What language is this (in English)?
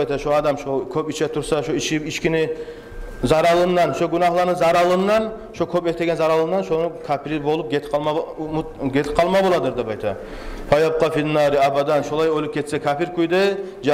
Kumyk